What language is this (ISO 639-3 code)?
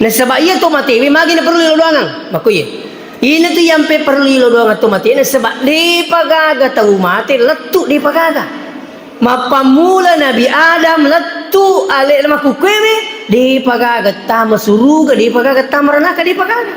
bug